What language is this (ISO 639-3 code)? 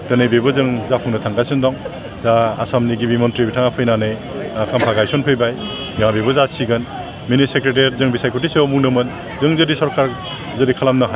brx